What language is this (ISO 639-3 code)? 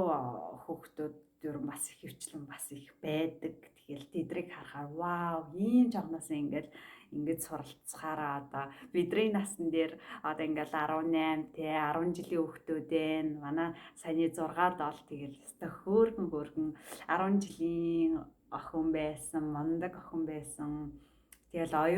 mon